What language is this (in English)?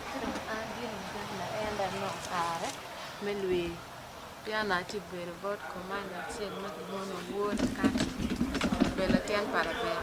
Acoli